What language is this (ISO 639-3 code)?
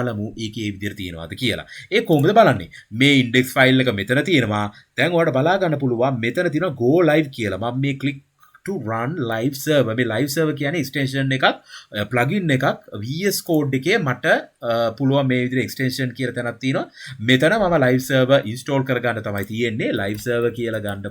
sin